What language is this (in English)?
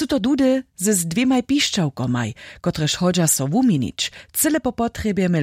Upper Sorbian